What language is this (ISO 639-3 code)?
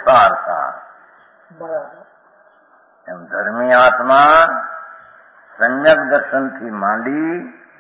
guj